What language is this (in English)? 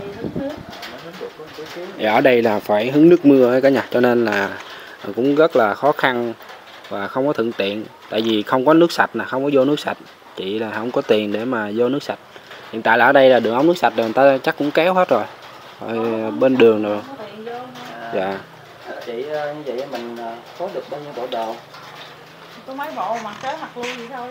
Vietnamese